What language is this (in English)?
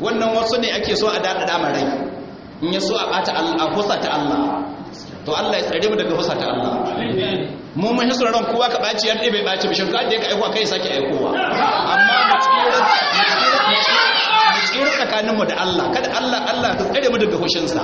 Hausa